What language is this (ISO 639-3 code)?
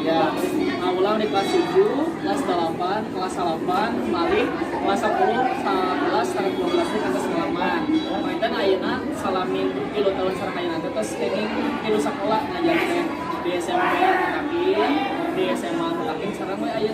sun